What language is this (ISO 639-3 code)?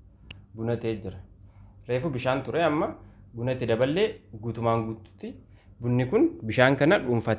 orm